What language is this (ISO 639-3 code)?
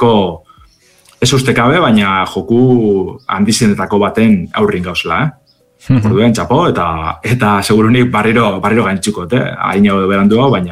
eus